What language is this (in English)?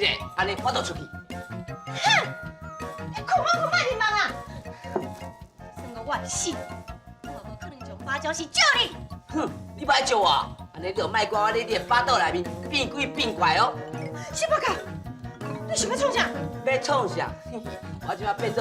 Min Nan Chinese